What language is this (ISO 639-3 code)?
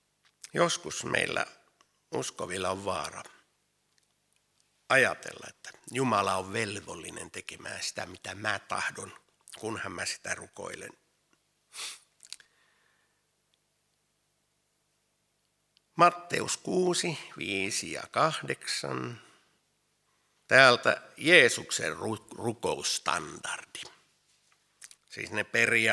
fin